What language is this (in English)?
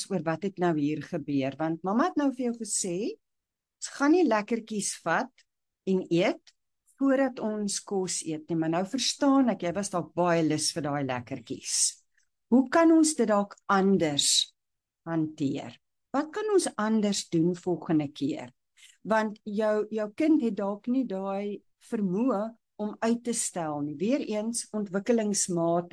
Afrikaans